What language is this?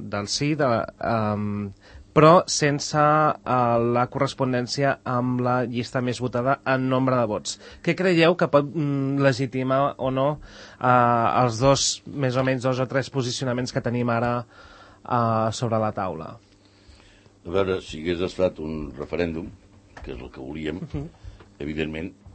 Catalan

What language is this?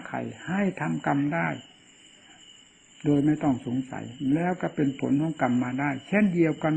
Thai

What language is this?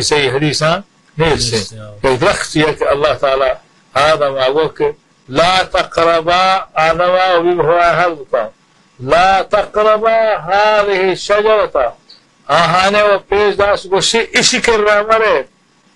Baluchi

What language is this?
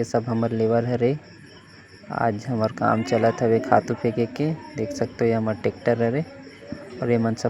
Chhattisgarhi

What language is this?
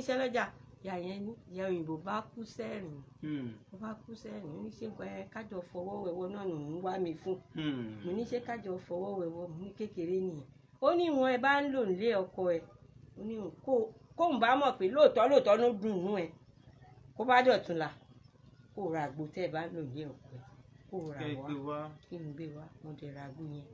Yoruba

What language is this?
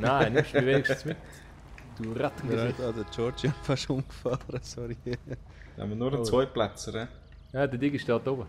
Swiss German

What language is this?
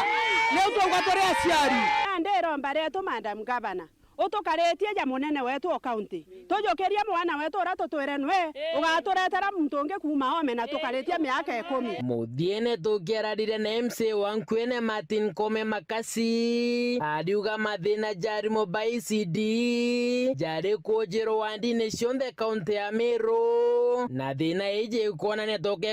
Meru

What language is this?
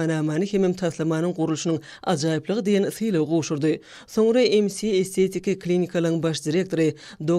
Turkmen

